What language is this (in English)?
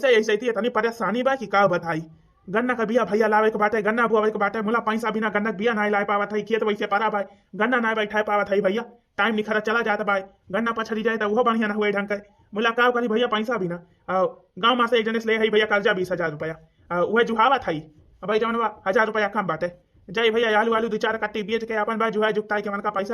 Awadhi